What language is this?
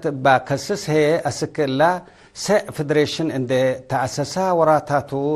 Tigre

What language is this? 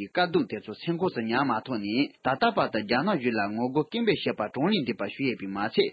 Tibetan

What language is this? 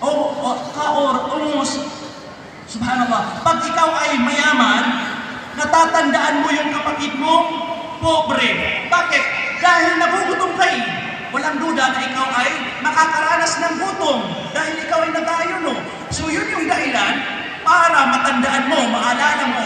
Maranao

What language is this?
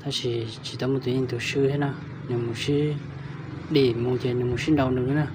Hmong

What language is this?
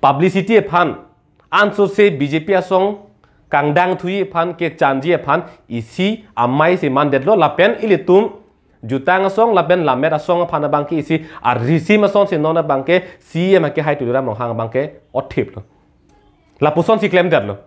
Karbi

